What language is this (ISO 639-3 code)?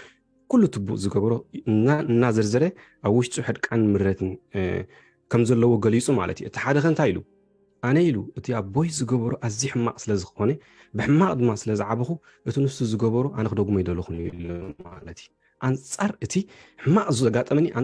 tir